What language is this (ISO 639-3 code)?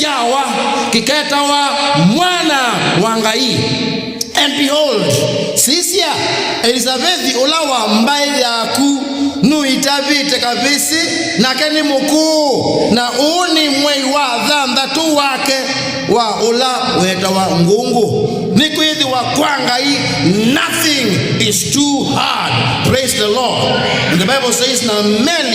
kam